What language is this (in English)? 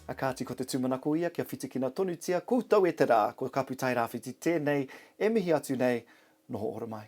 Māori